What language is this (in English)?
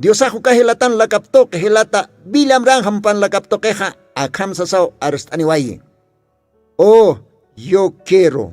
Aymara